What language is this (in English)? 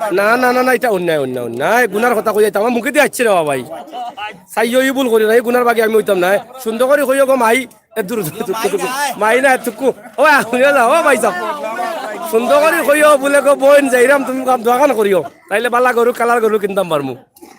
Sylheti